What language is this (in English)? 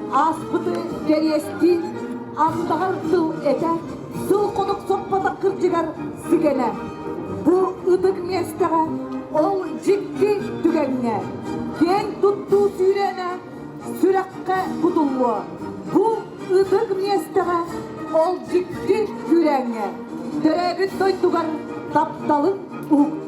Yakut